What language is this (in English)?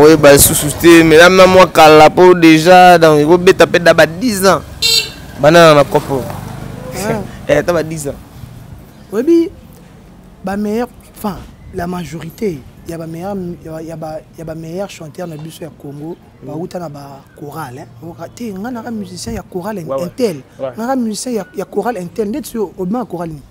Lingala